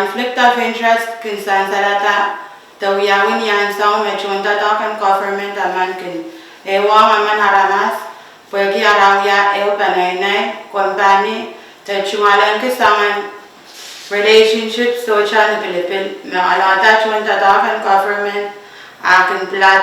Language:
Pohnpeian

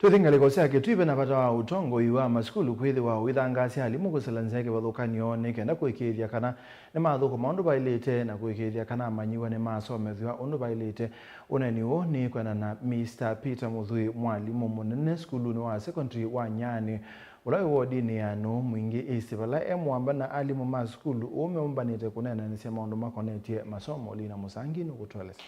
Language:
Kamba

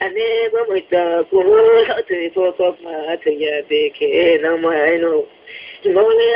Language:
Riang (India)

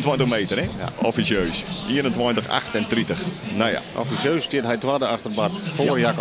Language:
Western Frisian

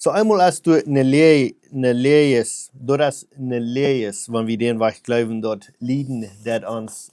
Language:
Plautdietsch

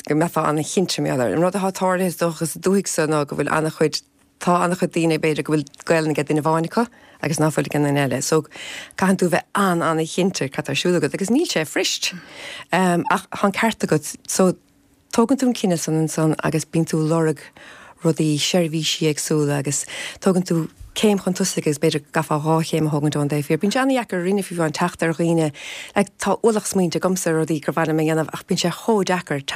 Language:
Irish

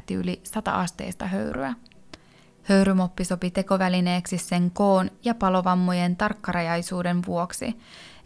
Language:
Finnish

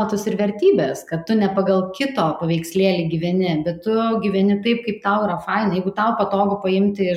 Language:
Lithuanian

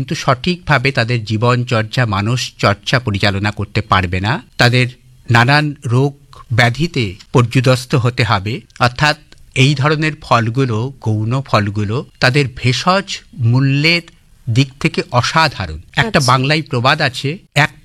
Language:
Bangla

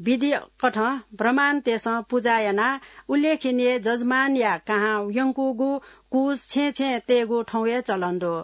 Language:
Newari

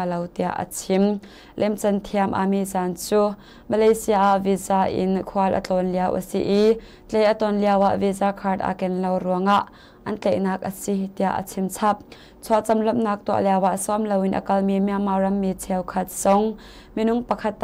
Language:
Hakha Chin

